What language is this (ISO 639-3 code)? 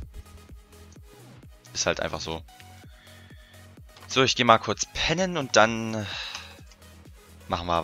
deu